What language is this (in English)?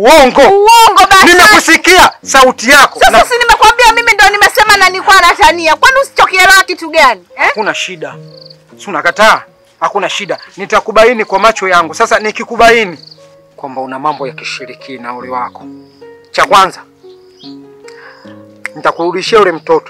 Swahili